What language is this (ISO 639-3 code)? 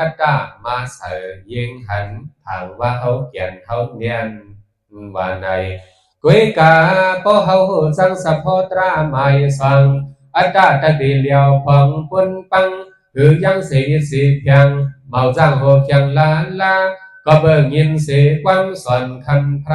shn